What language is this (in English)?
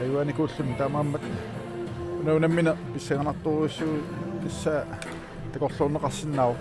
Kalaallisut